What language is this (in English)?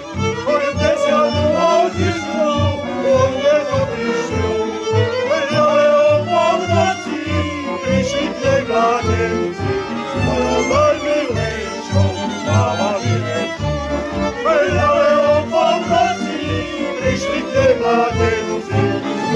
Slovak